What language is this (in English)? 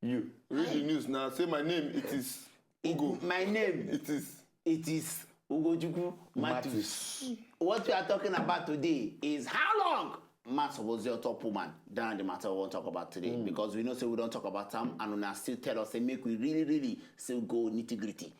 Nigerian Pidgin